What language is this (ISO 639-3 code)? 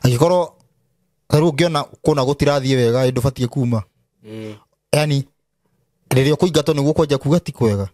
kik